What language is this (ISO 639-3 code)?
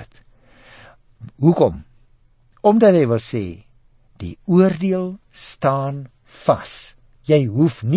afr